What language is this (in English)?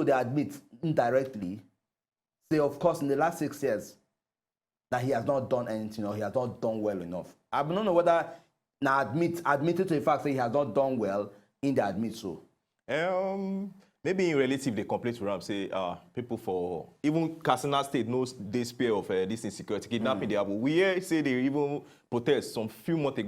Nigerian Pidgin